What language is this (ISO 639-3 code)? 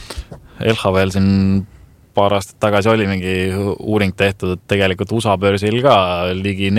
est